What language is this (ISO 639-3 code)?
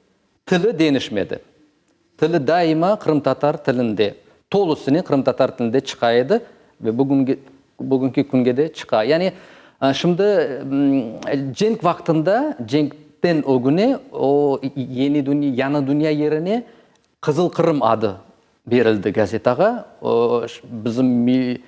crh